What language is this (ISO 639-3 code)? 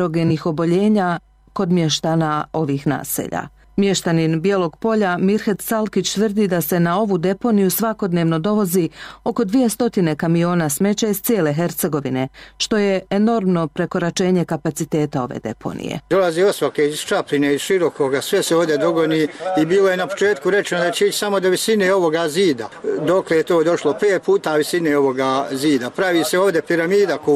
bos